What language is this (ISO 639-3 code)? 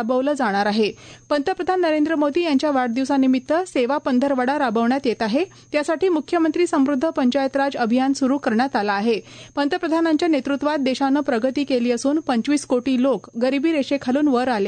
mar